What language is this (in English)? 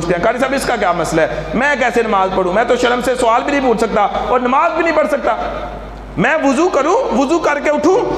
Urdu